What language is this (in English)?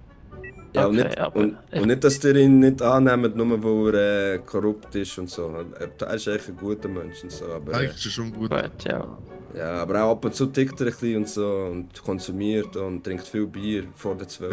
Swiss German